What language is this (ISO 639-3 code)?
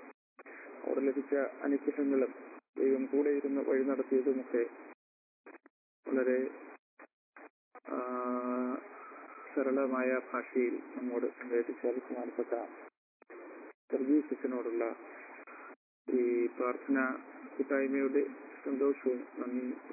mal